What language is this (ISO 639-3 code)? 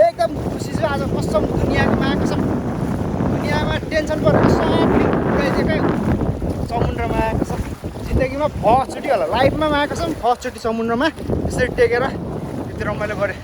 nep